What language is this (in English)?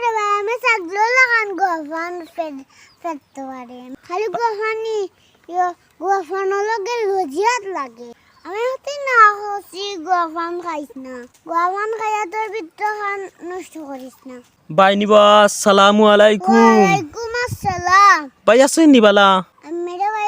Sylheti